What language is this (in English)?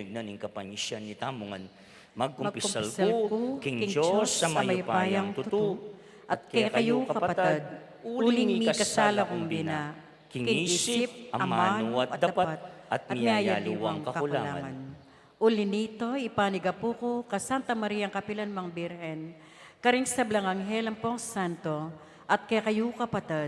Pampanga